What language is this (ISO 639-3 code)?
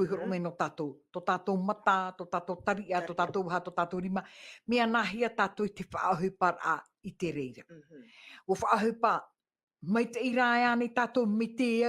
tah